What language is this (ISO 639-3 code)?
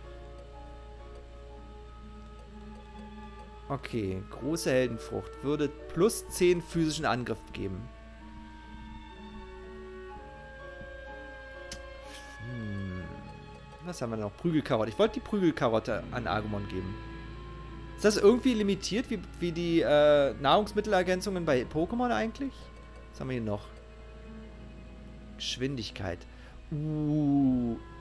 deu